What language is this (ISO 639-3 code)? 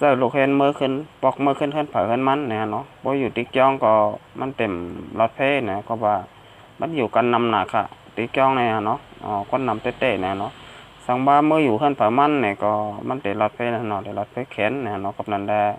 shn